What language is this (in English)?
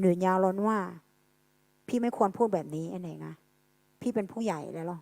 Akha